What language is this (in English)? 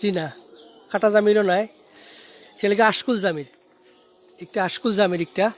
Sylheti